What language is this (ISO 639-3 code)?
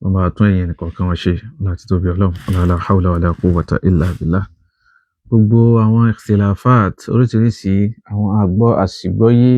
yor